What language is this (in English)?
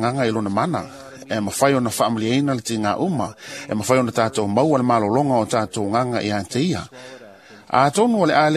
Samoan